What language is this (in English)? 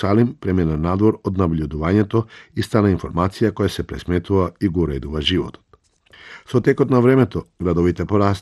Macedonian